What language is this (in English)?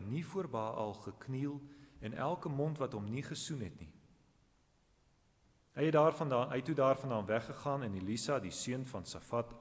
Afrikaans